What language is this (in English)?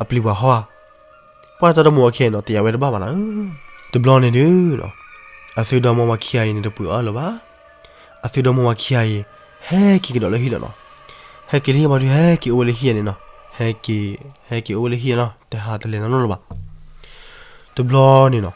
S'gaw Karen